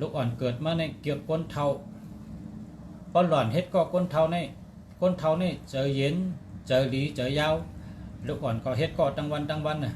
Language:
Shan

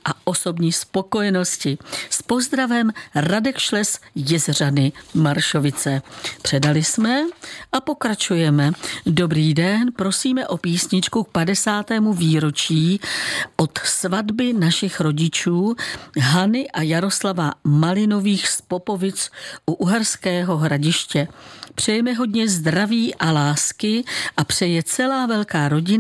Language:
Czech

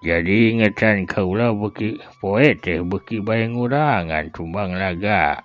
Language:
Sundanese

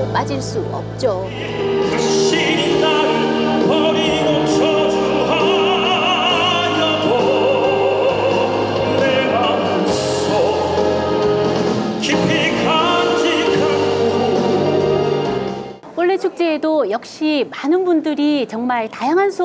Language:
Korean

